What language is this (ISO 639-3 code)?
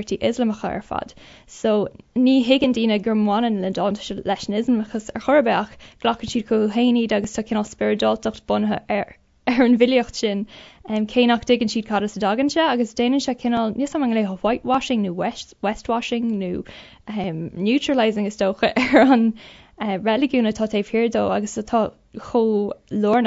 gle